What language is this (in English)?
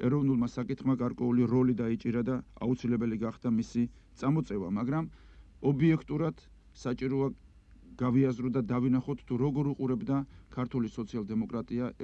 Georgian